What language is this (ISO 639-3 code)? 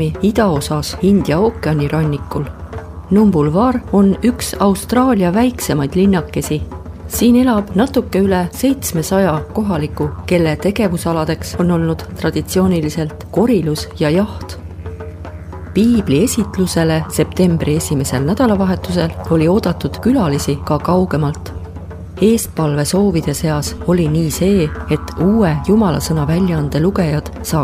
est